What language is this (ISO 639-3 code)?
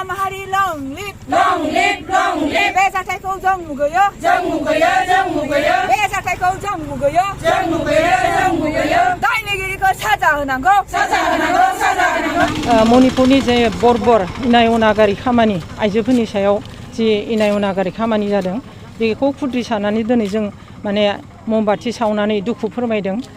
brx